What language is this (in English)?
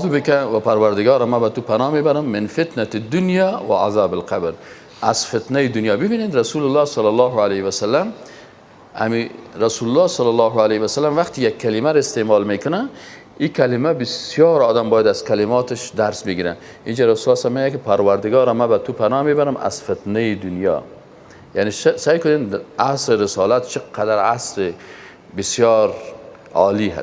Persian